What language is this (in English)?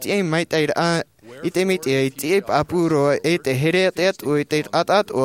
Tahitian